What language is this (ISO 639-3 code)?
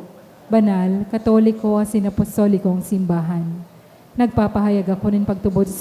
bik